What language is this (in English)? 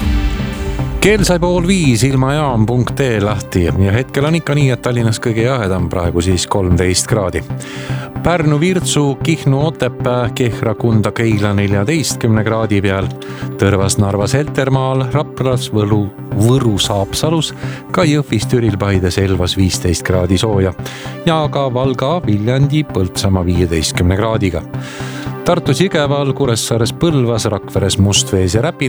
Estonian